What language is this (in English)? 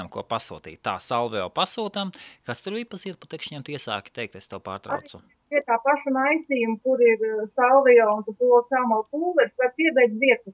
Latvian